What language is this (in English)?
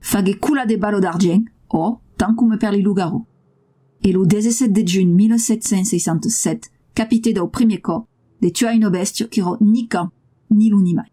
Occitan